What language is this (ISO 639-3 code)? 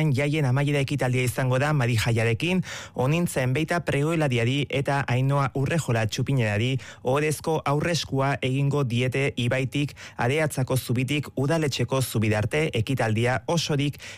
eus